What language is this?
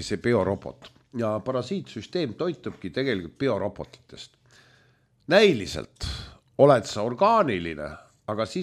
Estonian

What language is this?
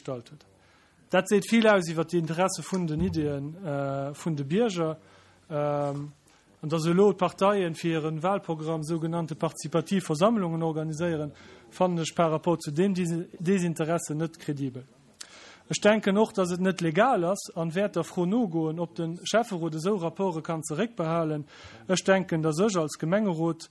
Luxembourgish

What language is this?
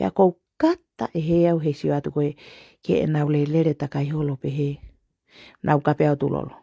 Tongan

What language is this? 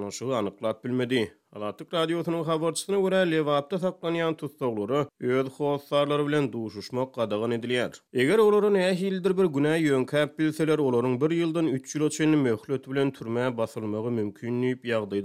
Turkmen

